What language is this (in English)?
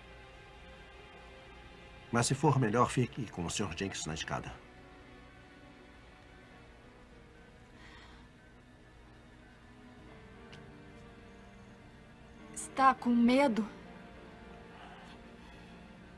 Portuguese